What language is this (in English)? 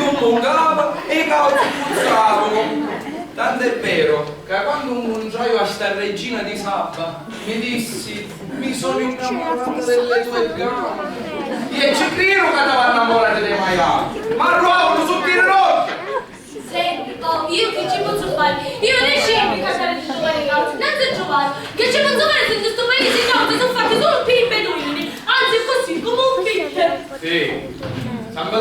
Sicilian